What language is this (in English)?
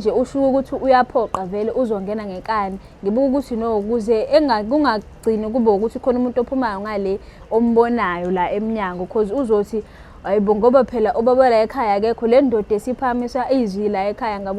Zulu